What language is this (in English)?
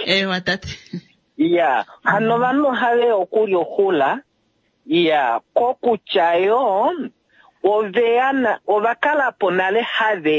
Kuanyama